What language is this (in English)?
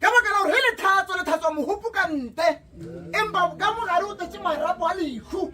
Northern Sotho